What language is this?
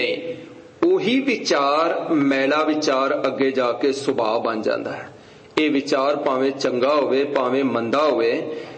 Punjabi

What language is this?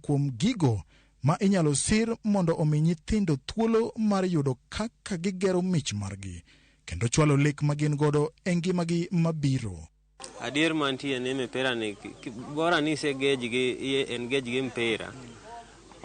Luo (Kenya and Tanzania)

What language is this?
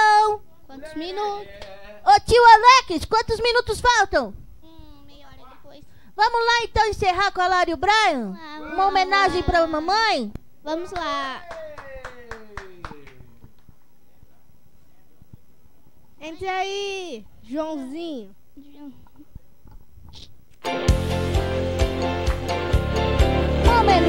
Portuguese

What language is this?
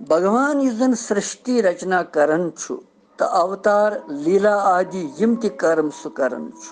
Kashmiri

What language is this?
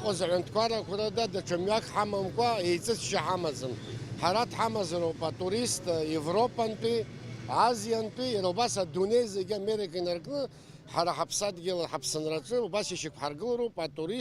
Abkhazian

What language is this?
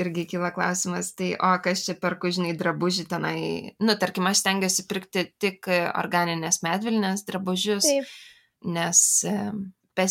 Lithuanian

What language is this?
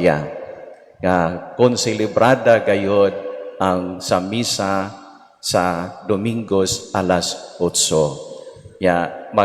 Cebuano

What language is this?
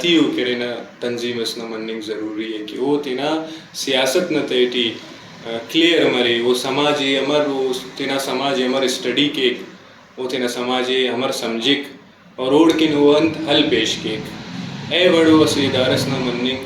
Brahui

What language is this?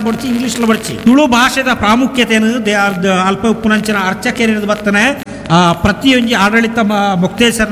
Tulu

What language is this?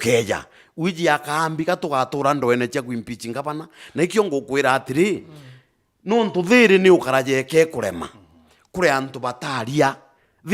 Meru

